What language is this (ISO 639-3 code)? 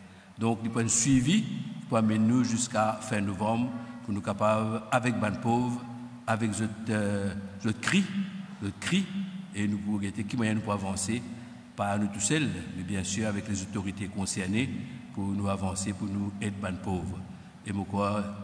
mfe